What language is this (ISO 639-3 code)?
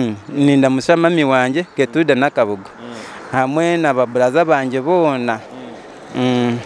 nyo